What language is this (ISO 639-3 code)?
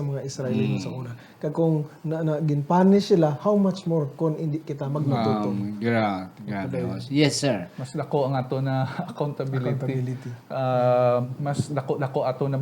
hil